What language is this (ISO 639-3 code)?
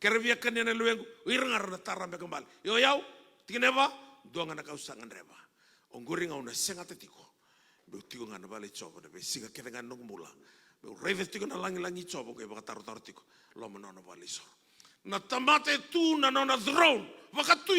fij